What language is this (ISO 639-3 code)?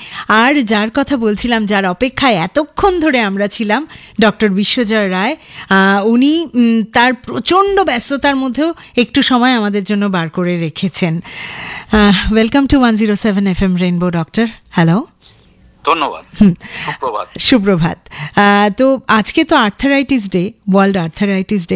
ben